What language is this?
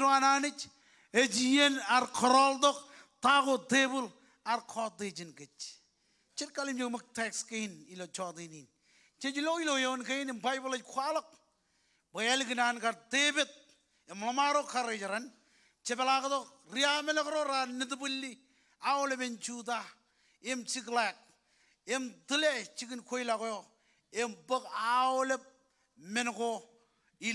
Marshallese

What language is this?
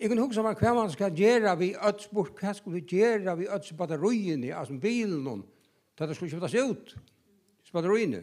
Faroese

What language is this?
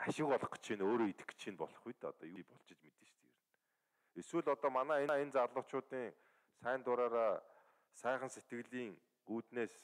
Mongolian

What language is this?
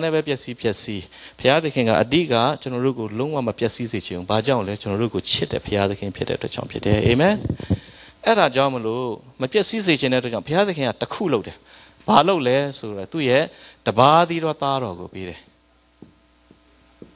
Burmese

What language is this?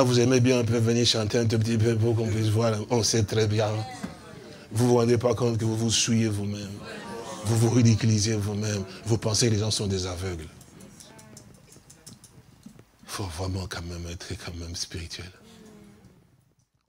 French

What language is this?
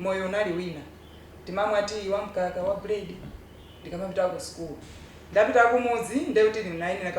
Nyanja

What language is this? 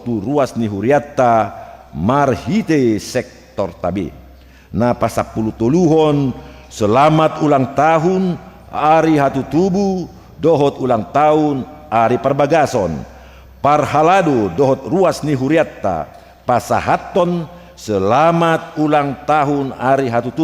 Batak Toba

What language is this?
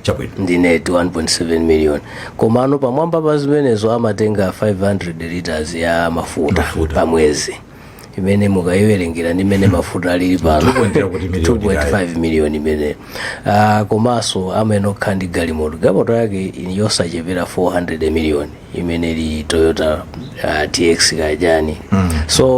Nyanja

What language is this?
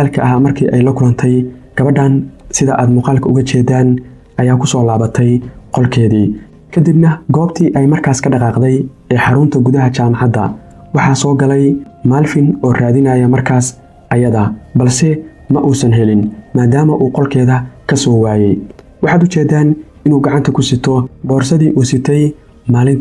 Somali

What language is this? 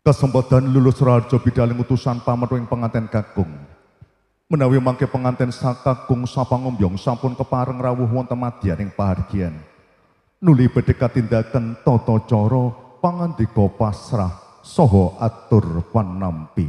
Javanese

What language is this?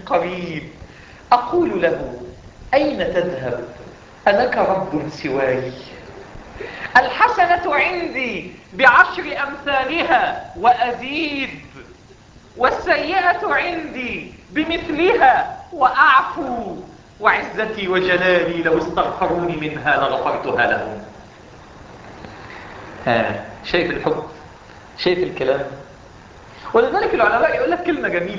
Egyptian Arabic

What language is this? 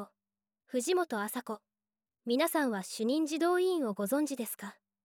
Japanese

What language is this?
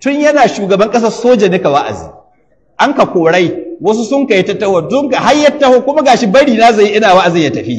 Hausa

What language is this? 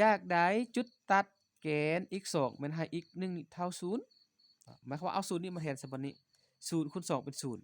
Lao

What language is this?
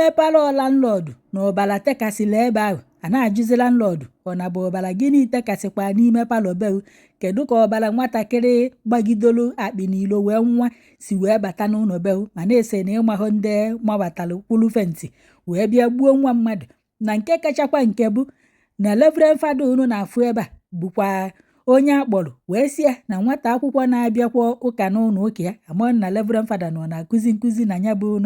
Igbo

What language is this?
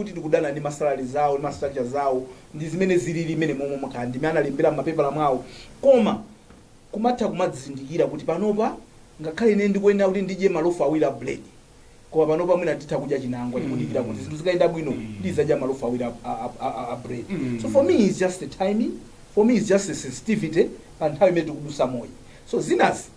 Nyanja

